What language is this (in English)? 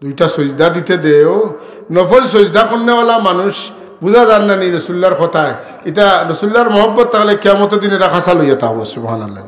Sylheti